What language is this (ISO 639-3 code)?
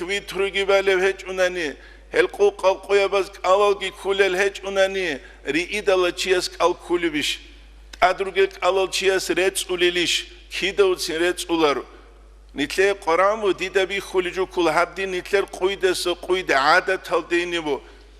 ava